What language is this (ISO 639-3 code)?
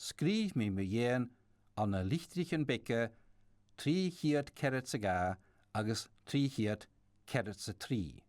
gla